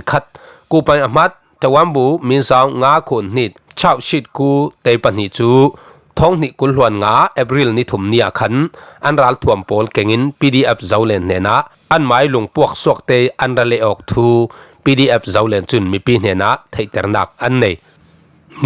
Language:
Falam Chin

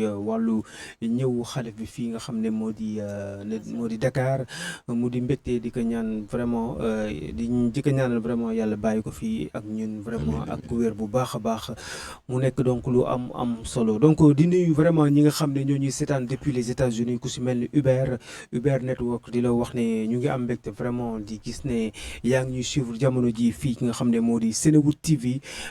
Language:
Wolof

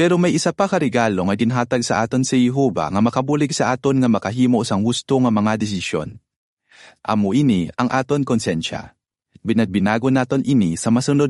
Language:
Hiligaynon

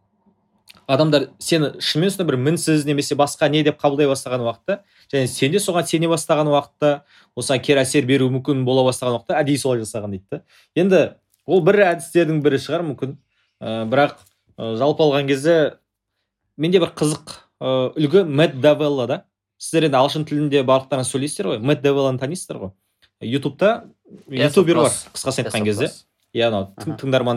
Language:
Kazakh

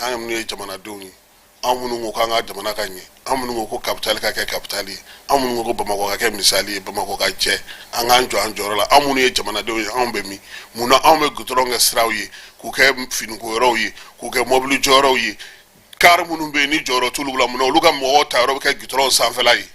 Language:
Bambara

